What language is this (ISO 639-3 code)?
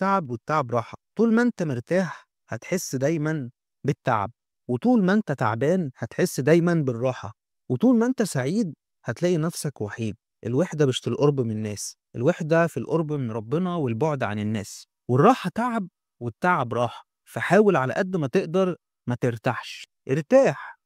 arz